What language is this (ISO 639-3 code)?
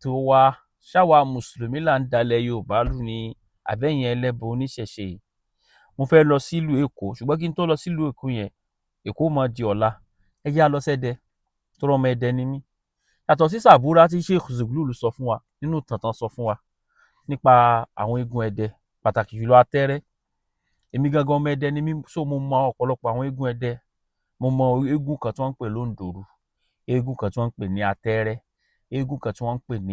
yor